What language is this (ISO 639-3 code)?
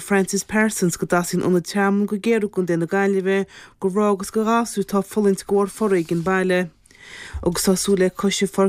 gle